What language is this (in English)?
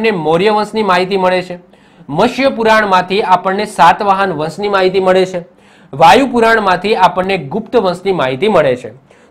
Gujarati